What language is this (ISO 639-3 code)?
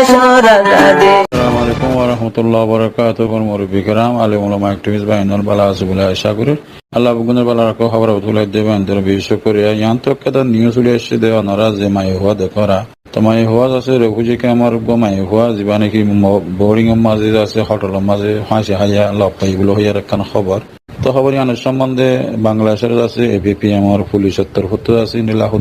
rhg